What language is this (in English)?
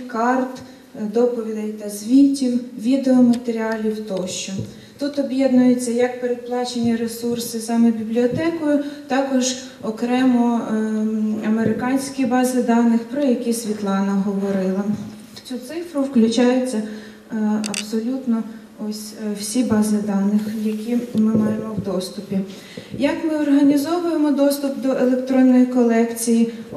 Ukrainian